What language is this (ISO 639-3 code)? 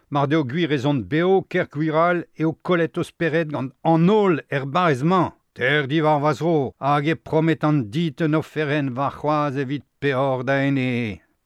bre